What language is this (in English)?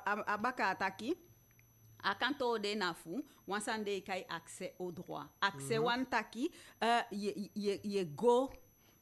Eastern Maroon Creole